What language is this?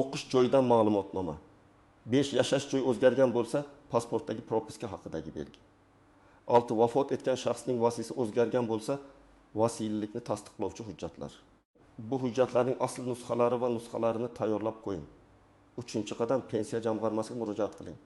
Uzbek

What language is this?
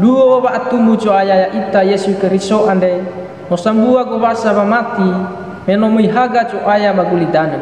Nias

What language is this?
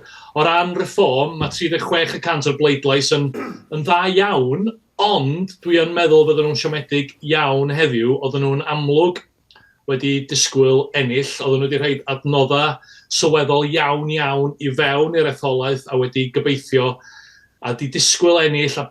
Welsh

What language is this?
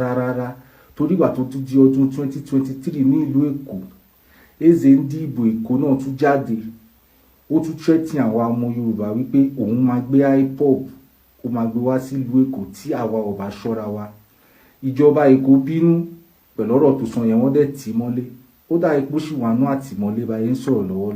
Yoruba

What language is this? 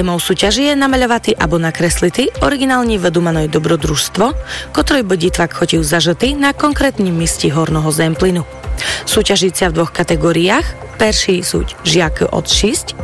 Slovak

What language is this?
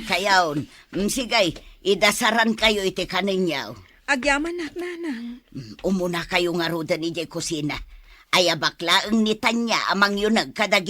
Iloko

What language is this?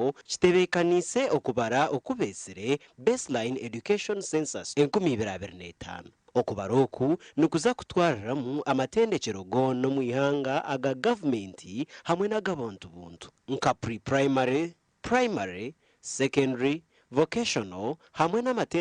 Nyankole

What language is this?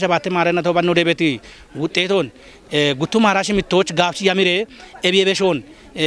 Kafa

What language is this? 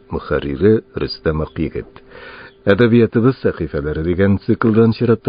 Tatar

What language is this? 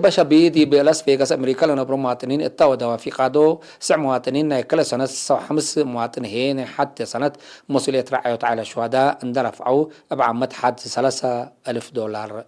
Tigre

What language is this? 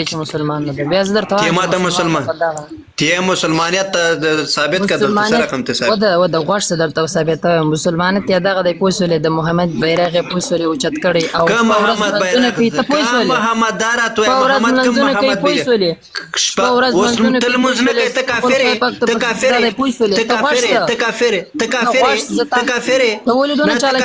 Pashto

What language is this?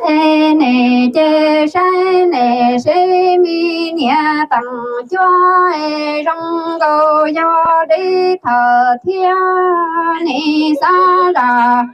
Hmong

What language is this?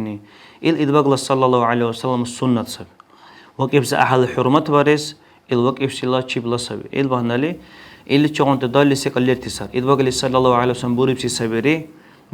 Dargwa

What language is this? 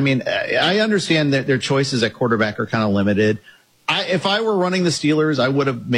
English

